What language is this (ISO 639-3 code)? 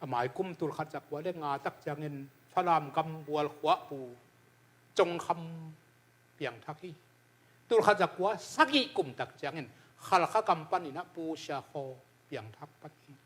ctd